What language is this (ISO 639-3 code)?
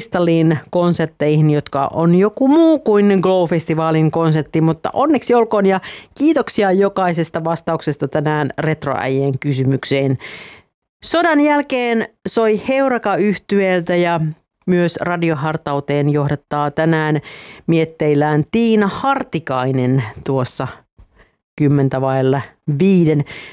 fin